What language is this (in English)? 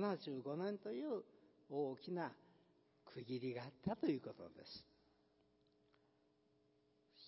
Japanese